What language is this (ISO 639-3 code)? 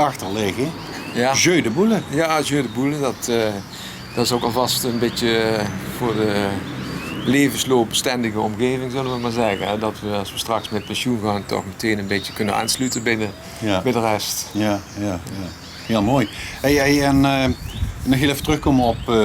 lim